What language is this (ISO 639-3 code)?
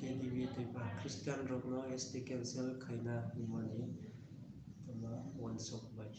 ria